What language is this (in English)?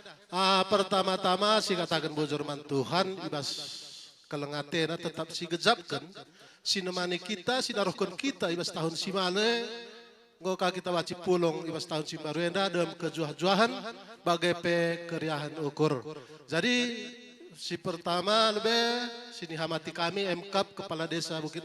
Batak Karo